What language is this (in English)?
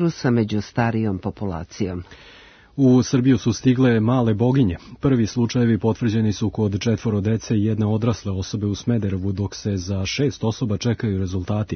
Serbian